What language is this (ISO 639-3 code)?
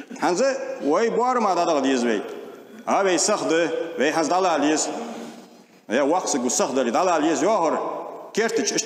inh